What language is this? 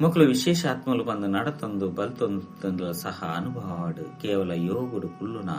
Tulu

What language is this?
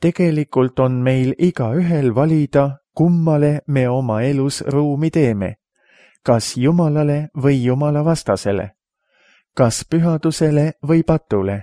Estonian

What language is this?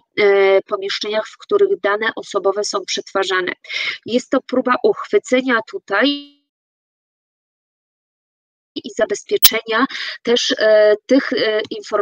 Polish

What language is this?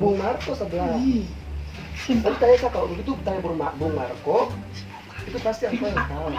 Ambonese Malay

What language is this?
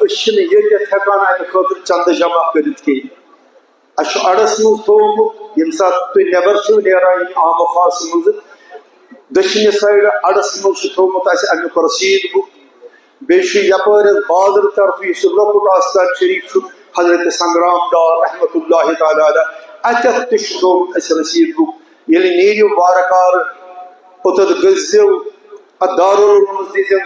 Kashmiri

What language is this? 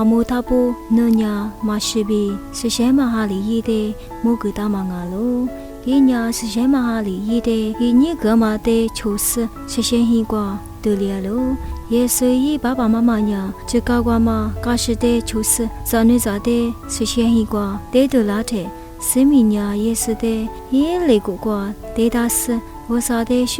Lisu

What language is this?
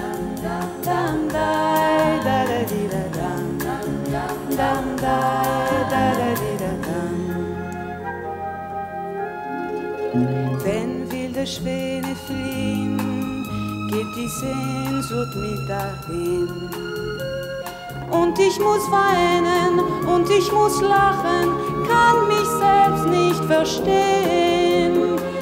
German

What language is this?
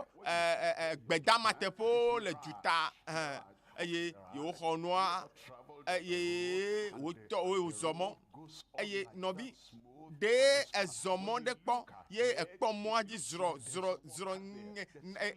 Ewe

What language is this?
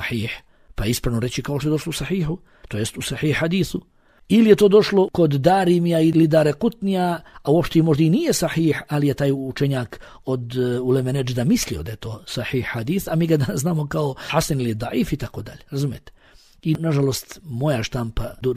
Bosnian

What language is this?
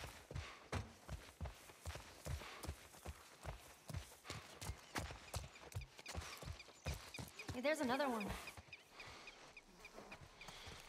English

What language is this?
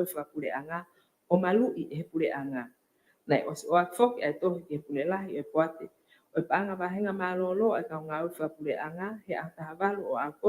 Tongan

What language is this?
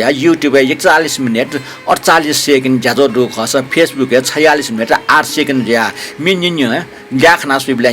Newari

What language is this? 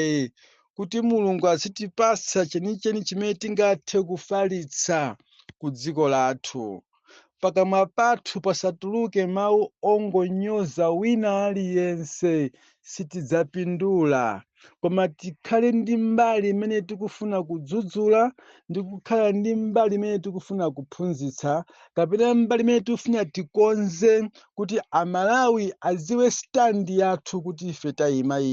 Nyanja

